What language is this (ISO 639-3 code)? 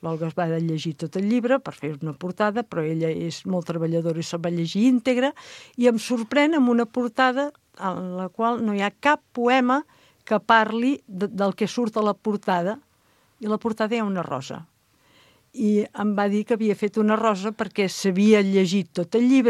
cat